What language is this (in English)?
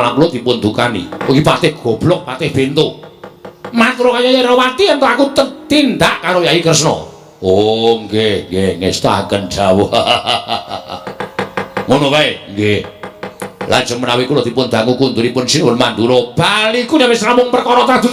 Javanese